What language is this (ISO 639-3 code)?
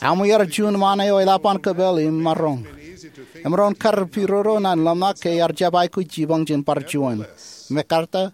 mah